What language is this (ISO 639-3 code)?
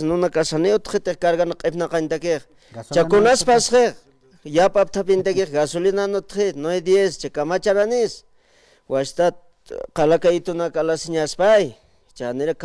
aym